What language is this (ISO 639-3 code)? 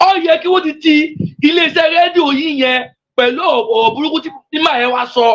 yor